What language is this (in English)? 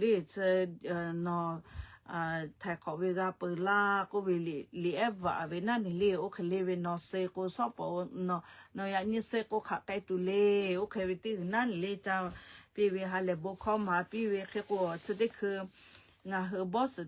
Lahu